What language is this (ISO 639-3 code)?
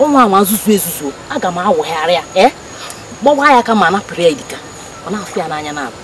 ibo